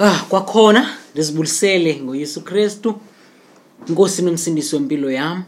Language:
Xhosa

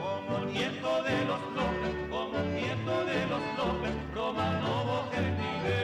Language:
Guarani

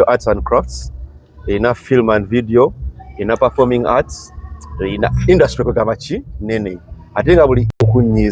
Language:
Ganda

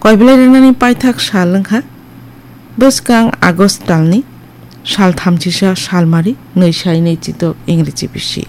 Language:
Kok Borok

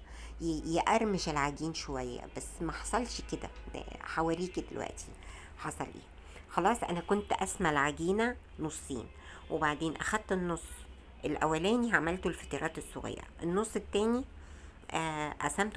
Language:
Egyptian Arabic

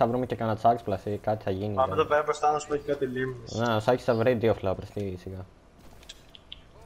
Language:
Greek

